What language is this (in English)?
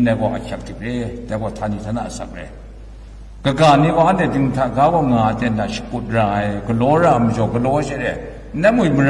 Kachin